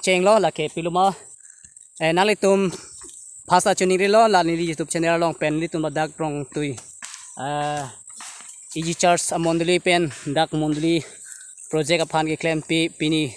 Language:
Karbi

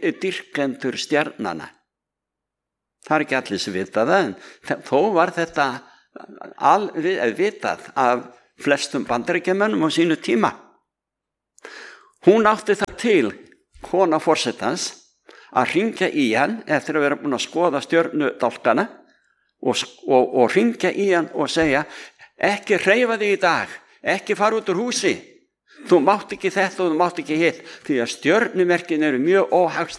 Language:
Icelandic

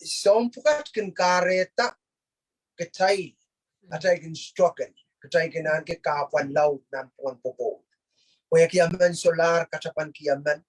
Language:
Pohnpeian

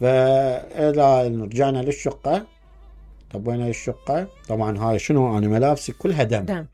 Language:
Mesopotamian Arabic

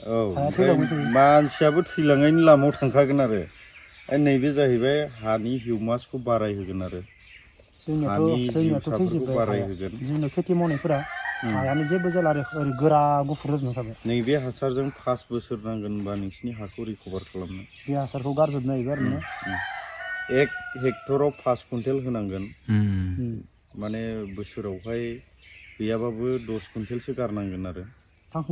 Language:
Bodo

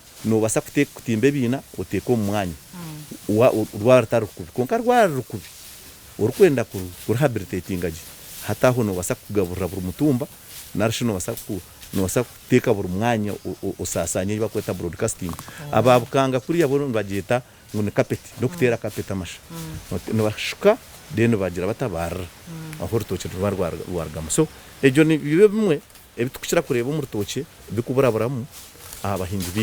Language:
Nyankole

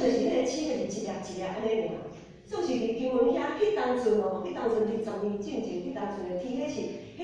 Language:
Min Nan Chinese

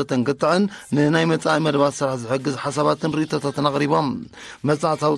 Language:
Tigrinya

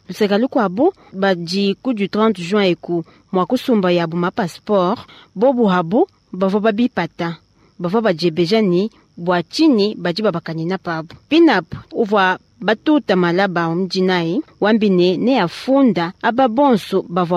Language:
Luba-Lulua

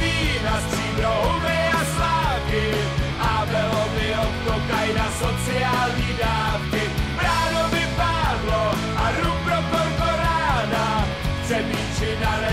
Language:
Czech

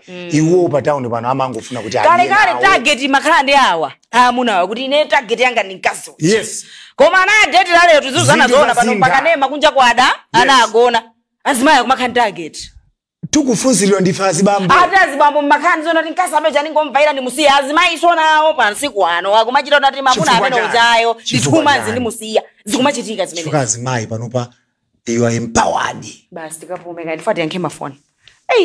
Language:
Nyanja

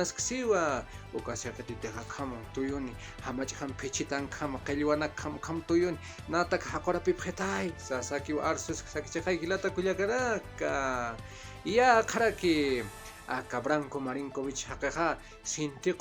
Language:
Aymara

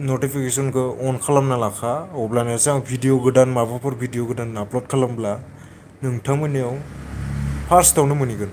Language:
Bodo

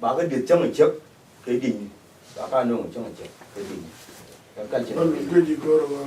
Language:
Nuer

